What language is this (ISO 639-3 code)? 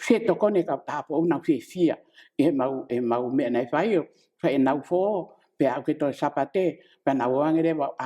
ton